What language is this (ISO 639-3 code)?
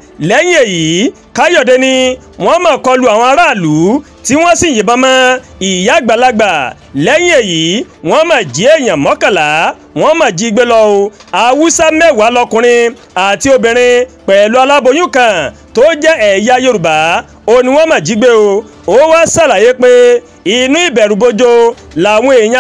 yor